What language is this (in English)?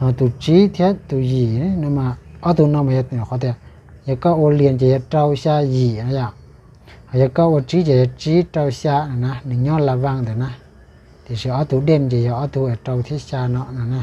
Hmong